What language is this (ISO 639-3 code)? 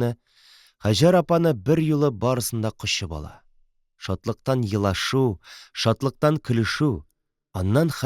tat